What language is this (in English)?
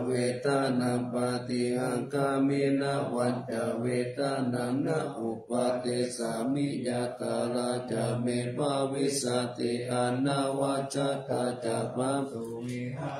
Pali